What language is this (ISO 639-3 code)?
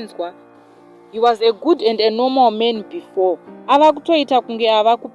sna